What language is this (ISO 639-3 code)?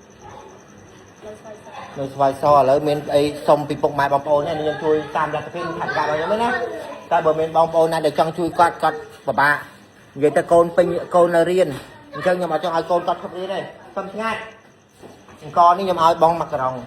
khm